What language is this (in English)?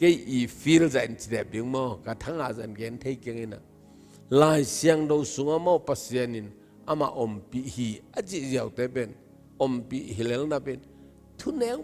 Tedim Chin